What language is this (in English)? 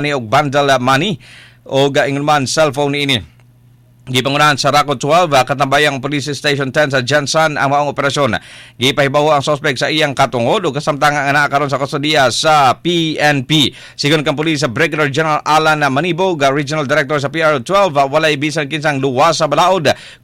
Cebuano